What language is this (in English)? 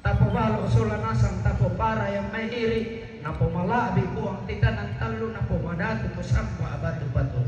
Toraja-Sa'dan